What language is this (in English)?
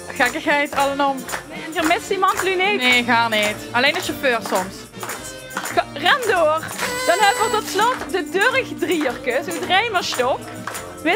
Limburgish